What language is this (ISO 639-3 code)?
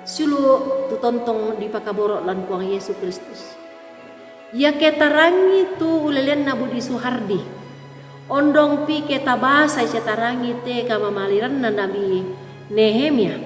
sda